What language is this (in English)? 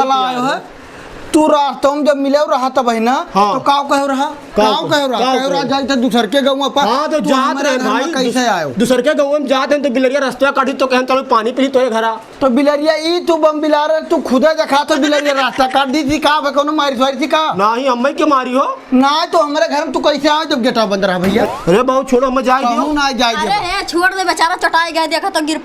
Awadhi